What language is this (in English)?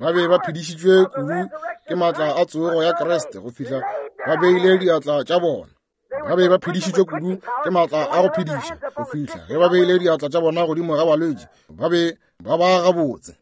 Northern Sotho